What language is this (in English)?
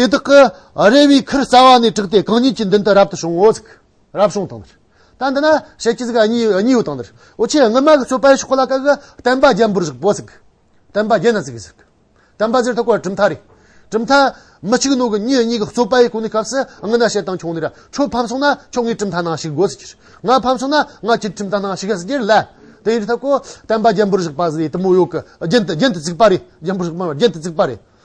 Amdo Tibetan